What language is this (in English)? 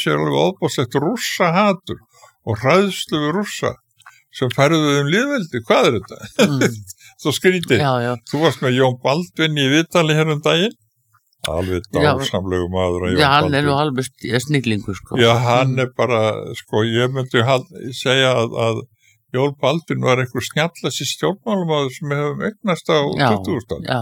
Icelandic